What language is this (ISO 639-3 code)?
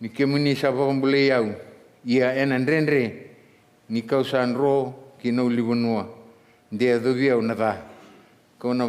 fij